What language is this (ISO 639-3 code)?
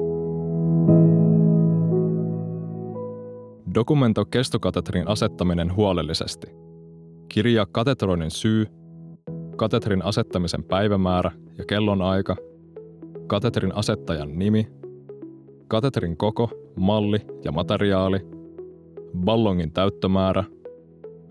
fin